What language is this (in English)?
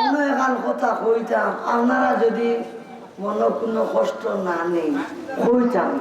Sylheti